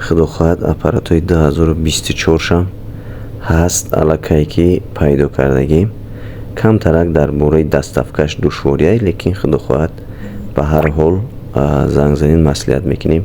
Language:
Tajik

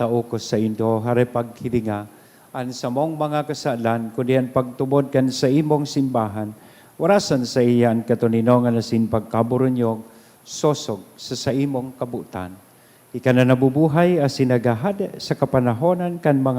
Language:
Bikol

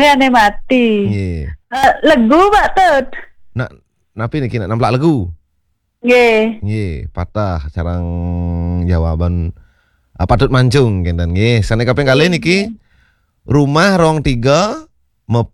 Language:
Balinese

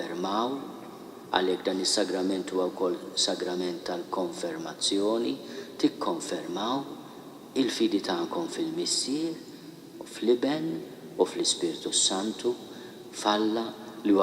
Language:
Maltese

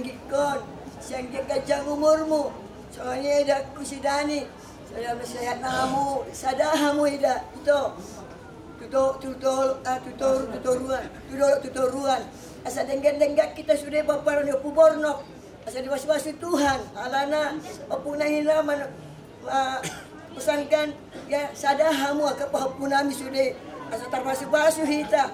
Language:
Batak Toba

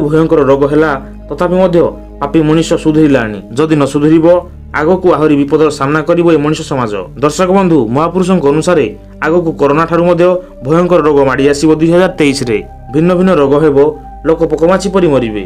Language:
Odia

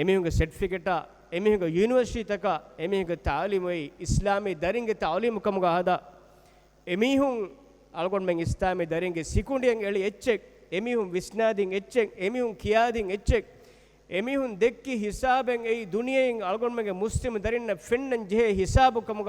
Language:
Divehi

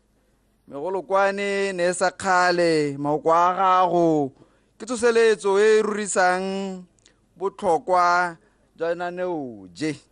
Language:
Tswana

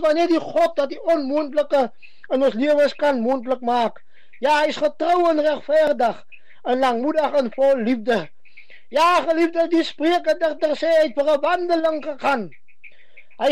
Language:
Afrikaans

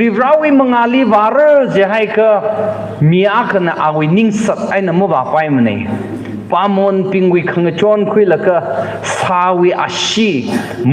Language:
Tangkhul Naga (India)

